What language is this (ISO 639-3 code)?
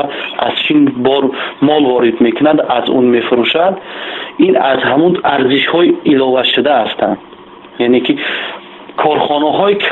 tgk